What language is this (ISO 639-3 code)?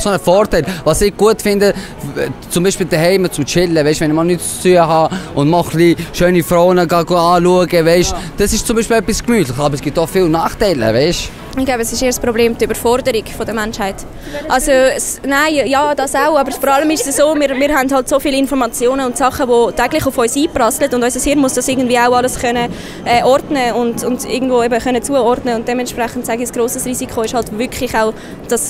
gsw